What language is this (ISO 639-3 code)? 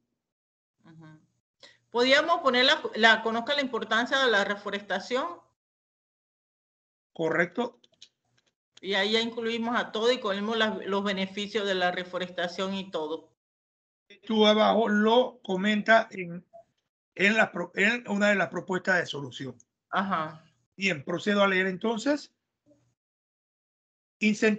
spa